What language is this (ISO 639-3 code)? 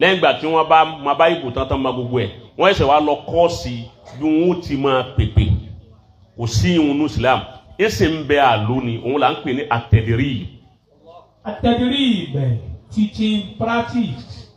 yor